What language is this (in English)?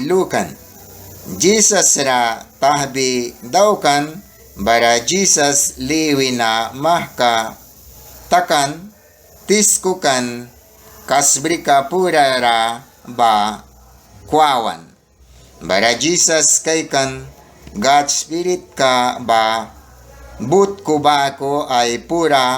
Mískito